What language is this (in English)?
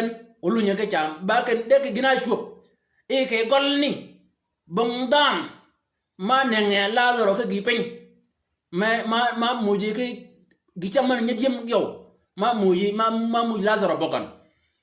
Shilluk